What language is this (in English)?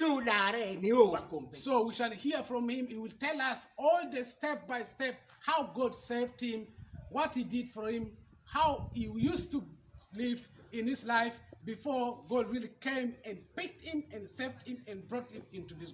Acoli